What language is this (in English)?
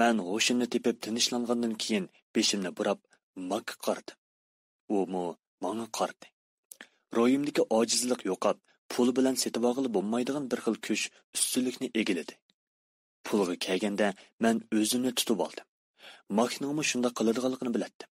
Uyghur